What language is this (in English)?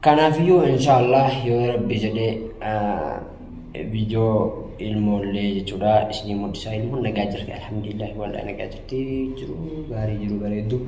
Oromo